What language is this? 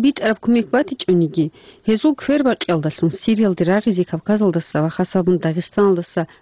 Avaric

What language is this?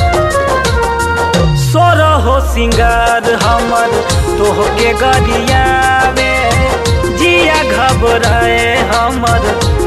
Bhojpuri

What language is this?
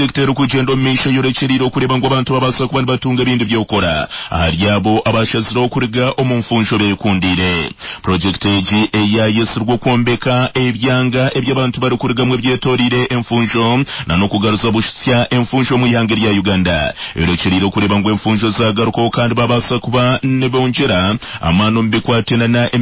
Nyankole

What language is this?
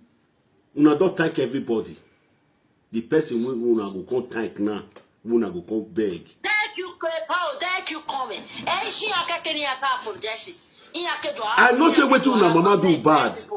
Nigerian Pidgin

